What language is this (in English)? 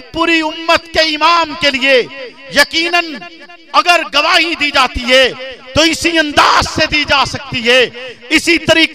Urdu